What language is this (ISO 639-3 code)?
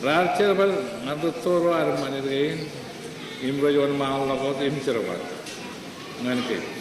mah